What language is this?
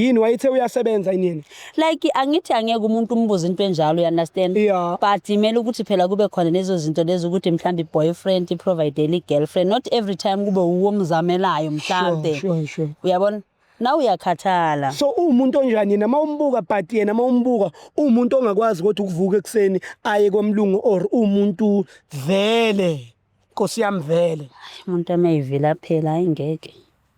Zulu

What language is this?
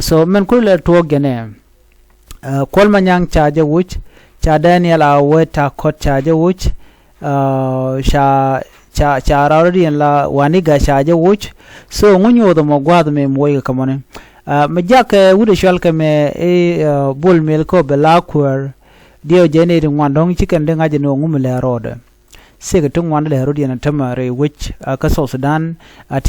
Nuer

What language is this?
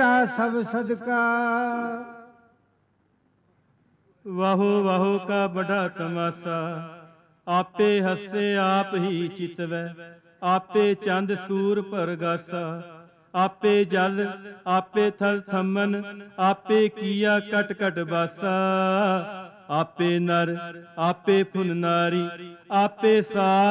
Punjabi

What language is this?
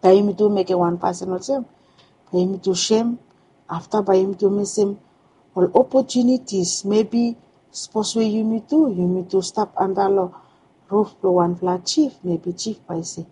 Bislama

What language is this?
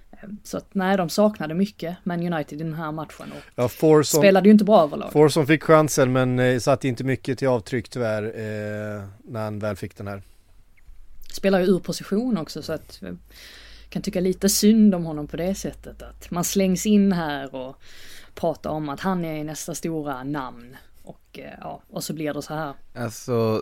Swedish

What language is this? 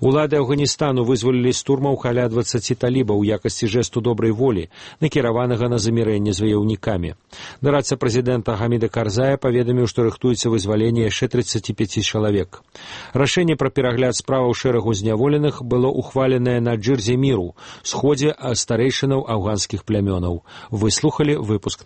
Belarusian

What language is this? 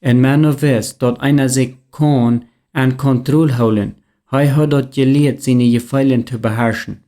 Plautdietsch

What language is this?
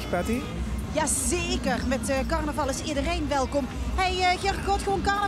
Limburgish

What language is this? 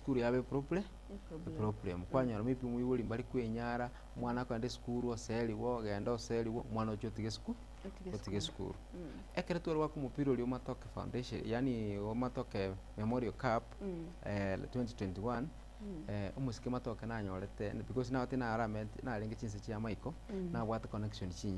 Gusii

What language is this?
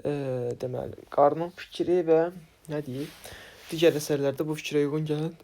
Azerbaijani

